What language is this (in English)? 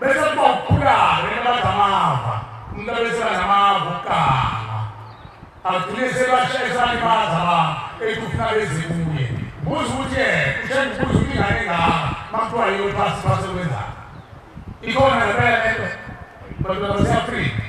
Zulu